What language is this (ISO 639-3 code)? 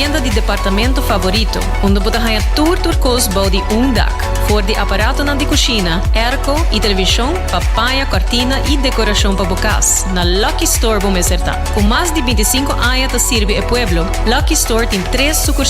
pap